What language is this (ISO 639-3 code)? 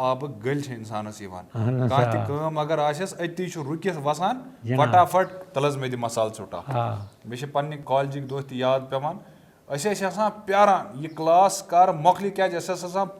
kas